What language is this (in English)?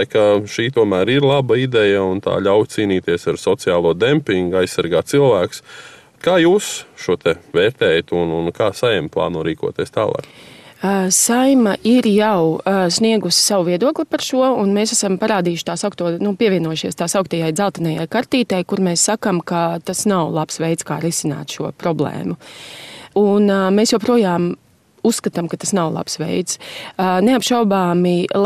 Latvian